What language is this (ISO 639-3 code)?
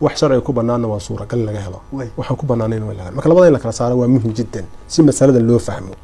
som